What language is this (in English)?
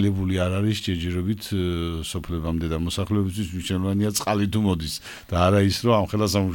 Georgian